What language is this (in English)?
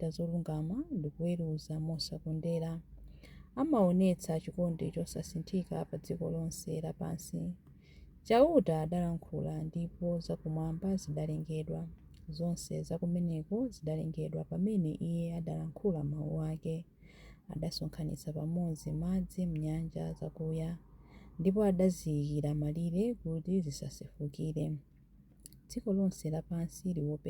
Nyanja